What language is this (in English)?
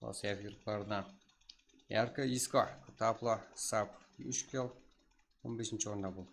Kara-Kalpak